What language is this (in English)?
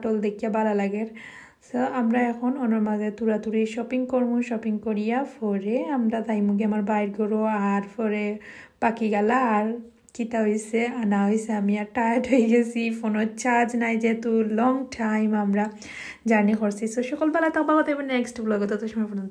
Sylheti